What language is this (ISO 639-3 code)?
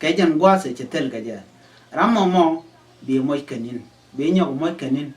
nus